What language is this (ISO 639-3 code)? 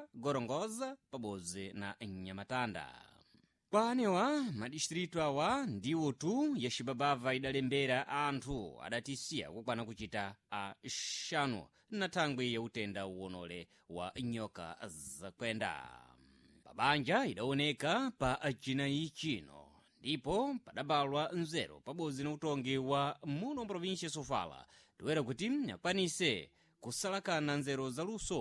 seh